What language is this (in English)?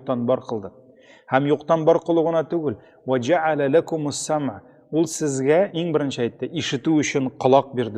Tatar